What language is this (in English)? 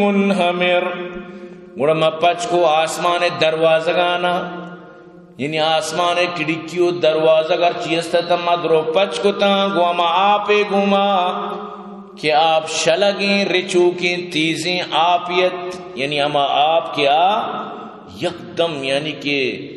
Eastern Balochi